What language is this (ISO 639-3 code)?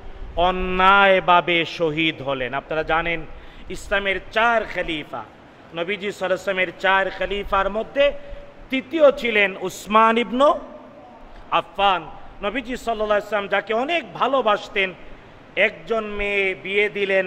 ben